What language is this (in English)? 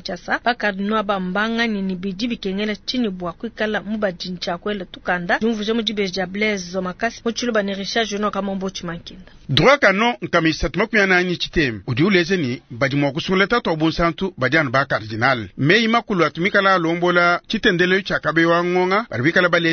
Luba-Lulua